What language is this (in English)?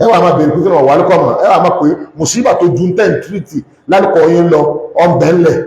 Yoruba